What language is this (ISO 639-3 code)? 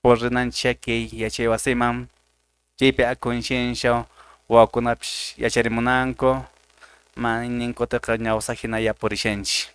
que